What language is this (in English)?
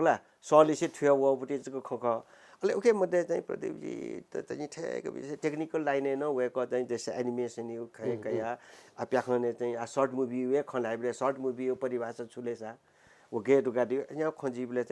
Newari